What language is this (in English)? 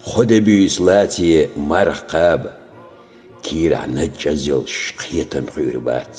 Chechen